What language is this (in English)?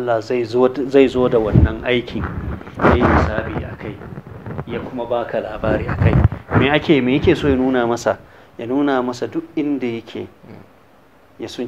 Hausa